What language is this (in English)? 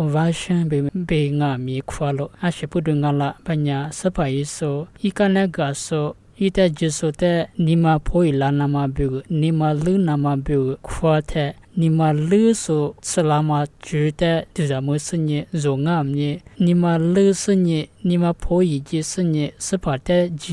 Lisu